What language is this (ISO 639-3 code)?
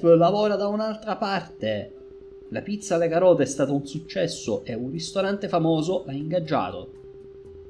ita